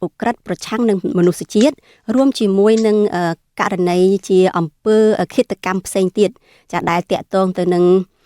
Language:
Khmer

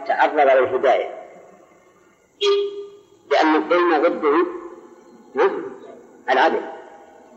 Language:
Arabic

